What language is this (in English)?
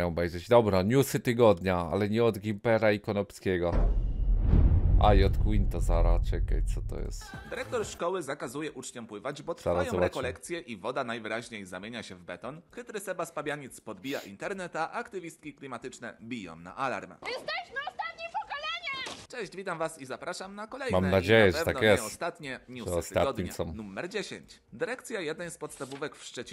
Polish